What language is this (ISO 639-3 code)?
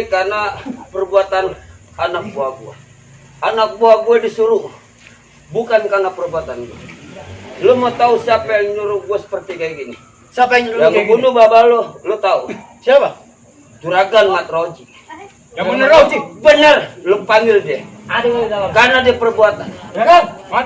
bew